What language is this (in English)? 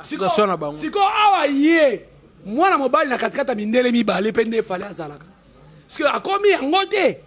Lingala